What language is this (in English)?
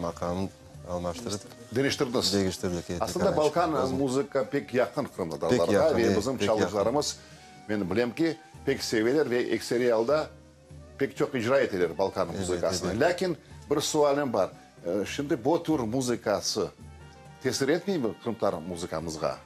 Crimean Tatar